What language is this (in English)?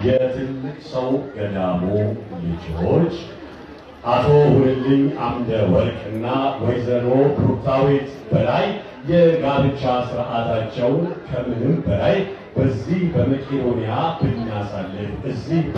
Amharic